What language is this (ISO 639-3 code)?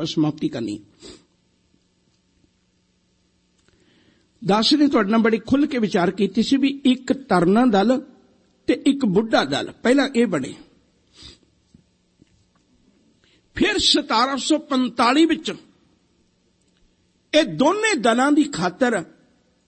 pan